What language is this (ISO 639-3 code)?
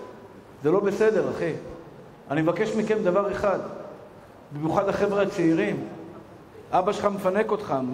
heb